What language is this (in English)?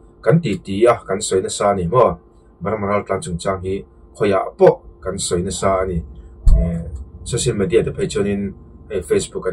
Mizo